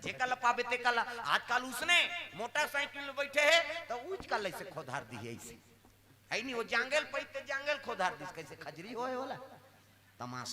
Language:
Chhattisgarhi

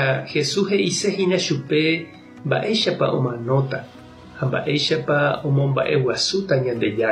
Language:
Guarani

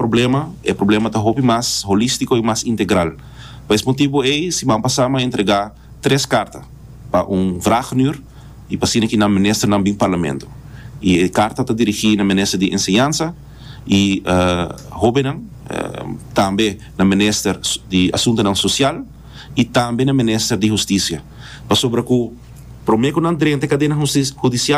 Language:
Papiamento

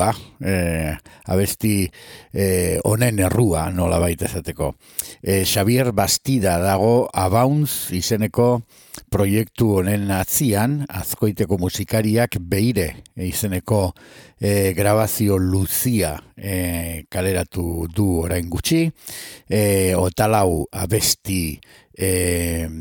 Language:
Basque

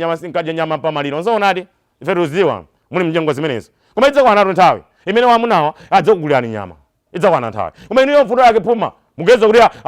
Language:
Nyanja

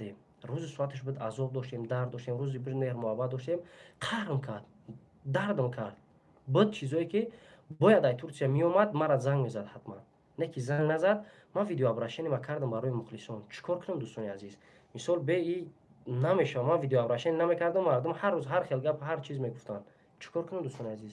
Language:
Tajik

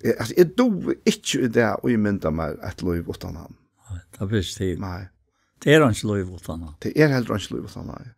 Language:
Faroese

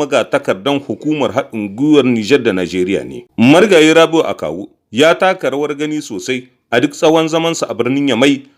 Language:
Hausa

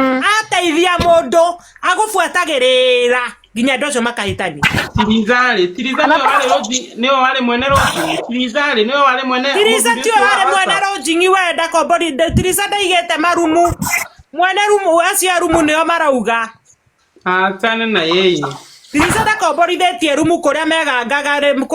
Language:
Kikuyu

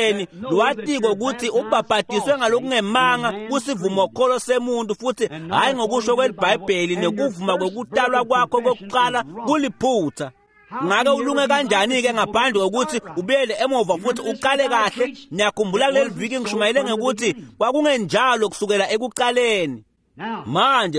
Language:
Swati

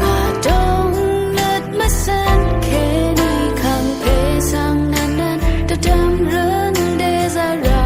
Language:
Rawang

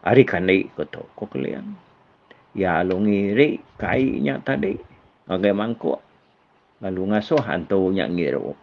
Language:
Iban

